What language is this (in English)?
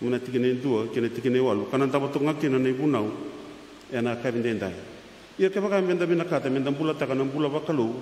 Fijian